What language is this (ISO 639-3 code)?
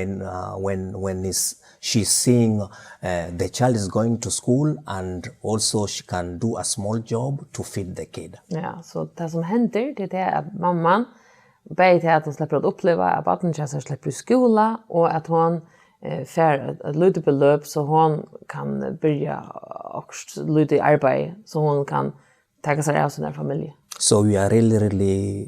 fao